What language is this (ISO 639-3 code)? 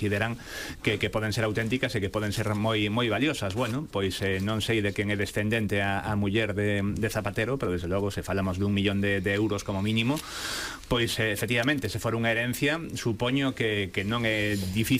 glg